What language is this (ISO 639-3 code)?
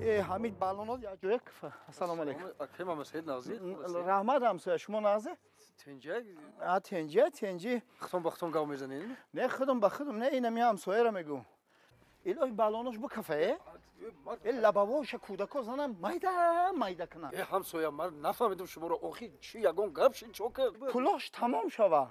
tgk